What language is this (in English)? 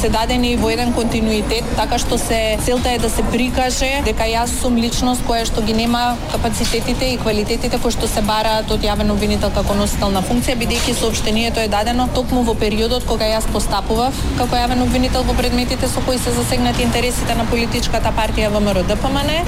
Macedonian